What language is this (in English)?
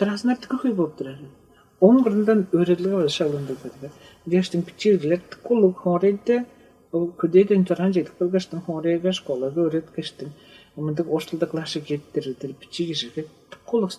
Tuvinian